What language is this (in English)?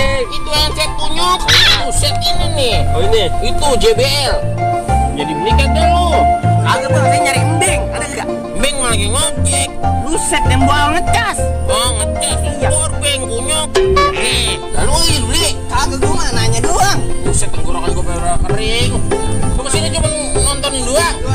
Betawi